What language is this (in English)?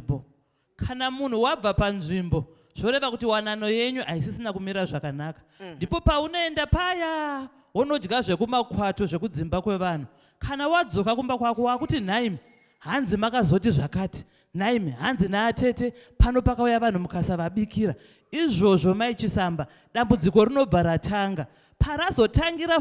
Shona